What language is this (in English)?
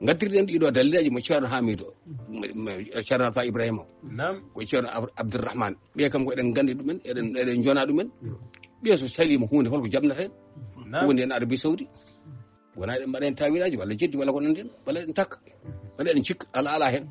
Fula